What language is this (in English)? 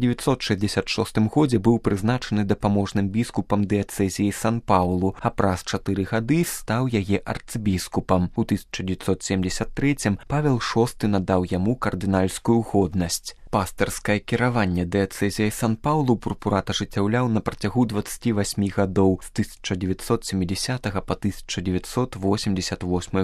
Belarusian